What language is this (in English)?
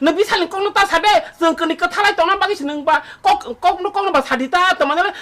Kok Borok